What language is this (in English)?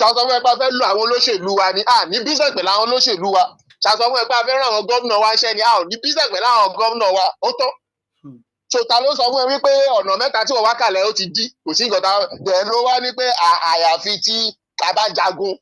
Yoruba